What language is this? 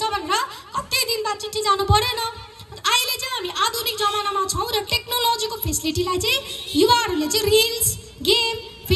Nepali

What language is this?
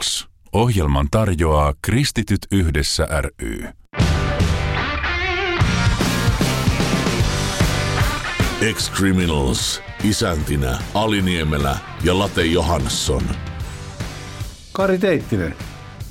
Finnish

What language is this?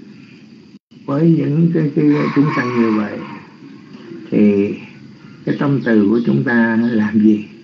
Vietnamese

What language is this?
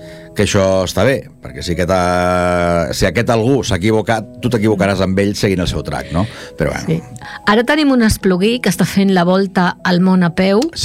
Catalan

